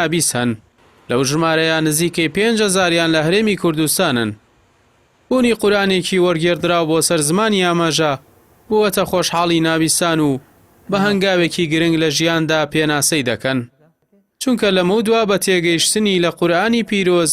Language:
Central Kurdish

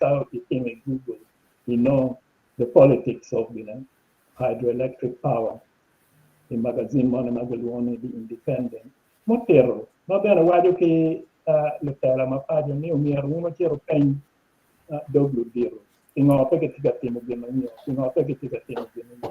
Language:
Acoli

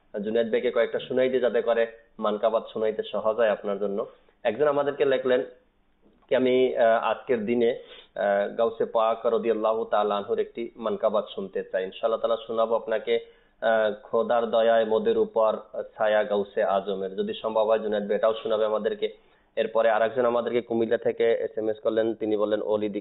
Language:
Bangla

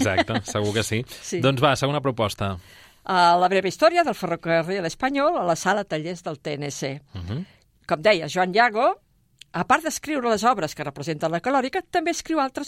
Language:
Catalan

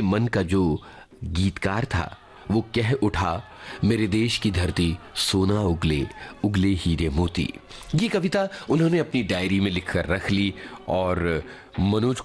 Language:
Hindi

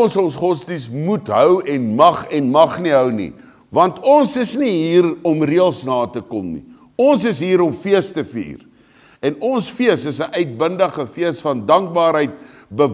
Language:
Afrikaans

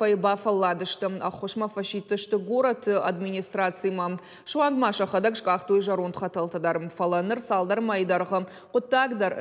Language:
Ossetic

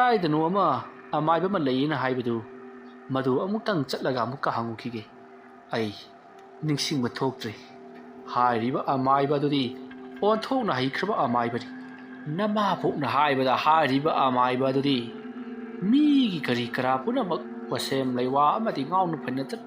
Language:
Manipuri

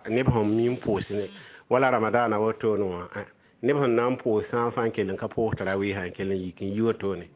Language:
Mossi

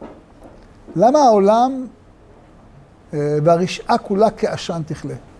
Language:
Hebrew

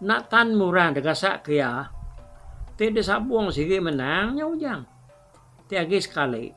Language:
Iban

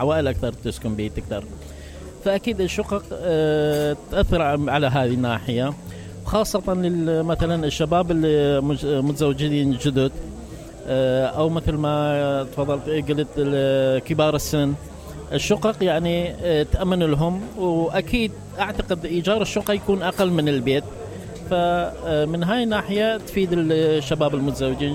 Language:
Mesopotamian Arabic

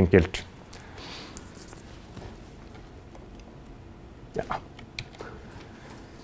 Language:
Norwegian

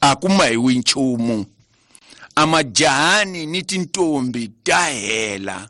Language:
Tsonga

